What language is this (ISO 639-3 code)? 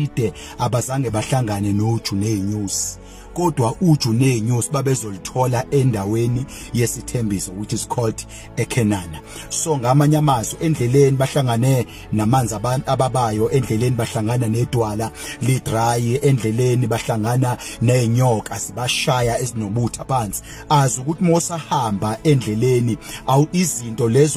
zul